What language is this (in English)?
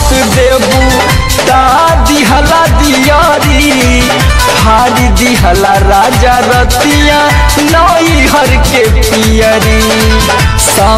Bhojpuri